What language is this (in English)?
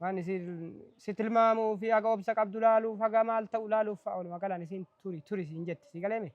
Oromo